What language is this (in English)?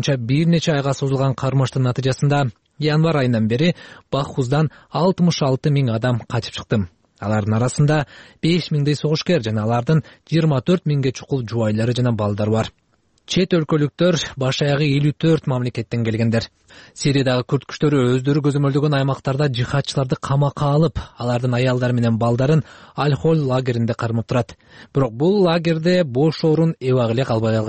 Kyrgyz